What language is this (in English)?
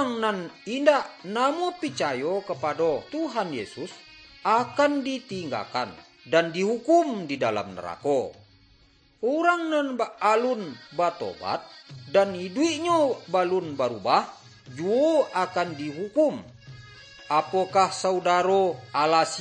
Minangkabau